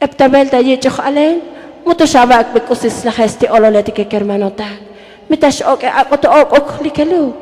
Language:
Tzotzil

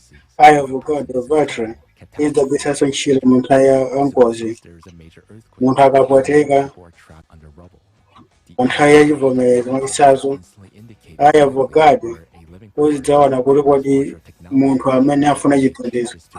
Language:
Nyanja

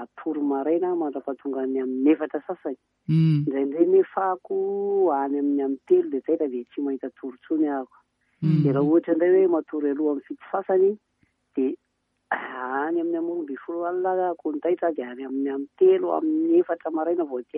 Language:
Malagasy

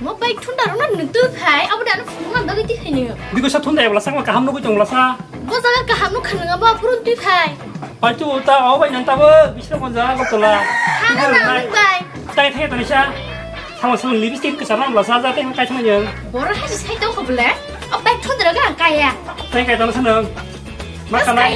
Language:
Kok Borok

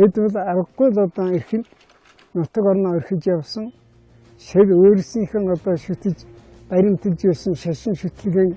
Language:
Mongolian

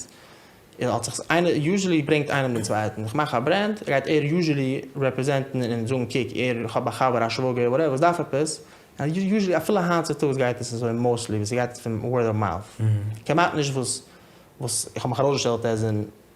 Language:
Yiddish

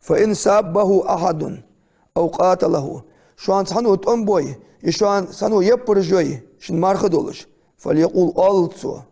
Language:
Ingush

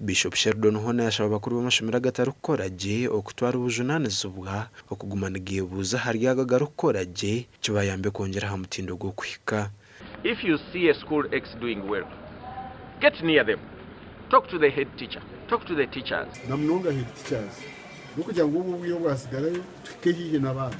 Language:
Nyankole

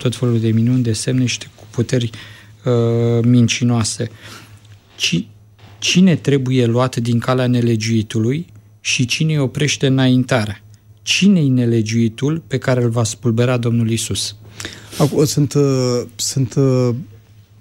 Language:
Romanian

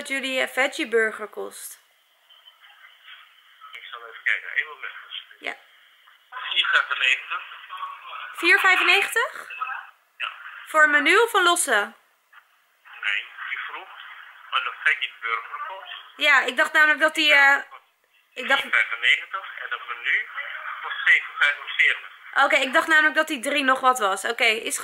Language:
Dutch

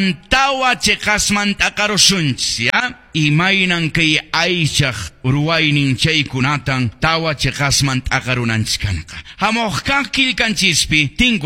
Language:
Quechua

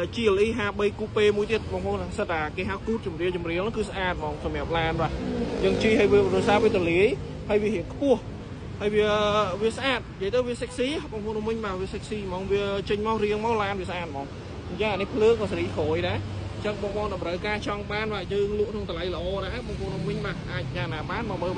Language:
Khmer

